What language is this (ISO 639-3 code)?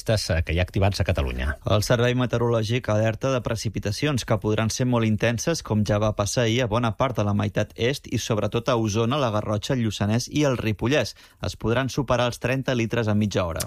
cat